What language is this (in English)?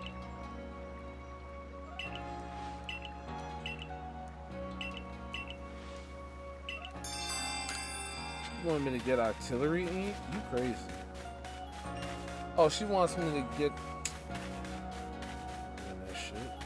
English